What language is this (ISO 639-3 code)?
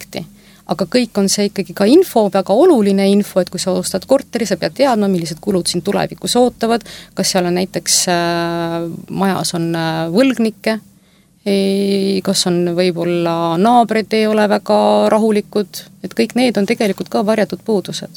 est